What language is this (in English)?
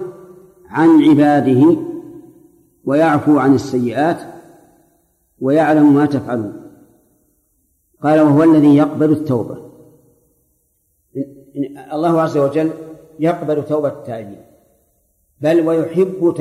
Arabic